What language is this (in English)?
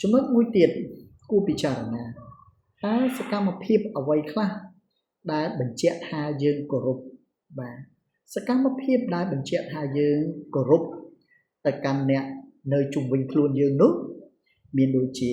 Khmer